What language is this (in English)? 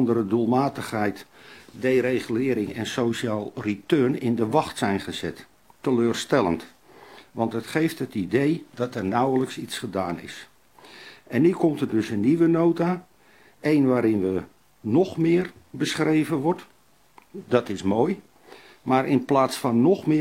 Dutch